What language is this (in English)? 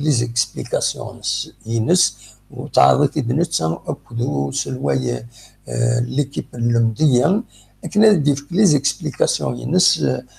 Kabyle